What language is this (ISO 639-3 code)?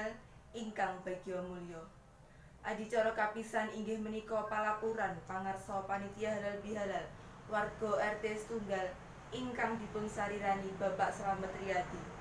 jav